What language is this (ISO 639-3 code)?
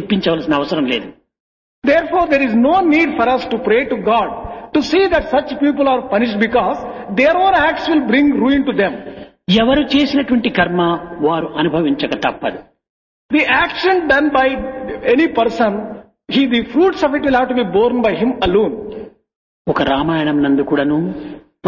tel